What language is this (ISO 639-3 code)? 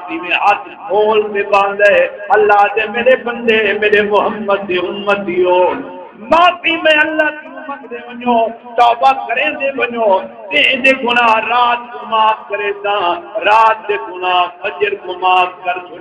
skr